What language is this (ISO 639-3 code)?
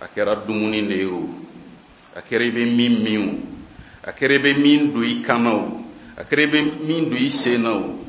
bam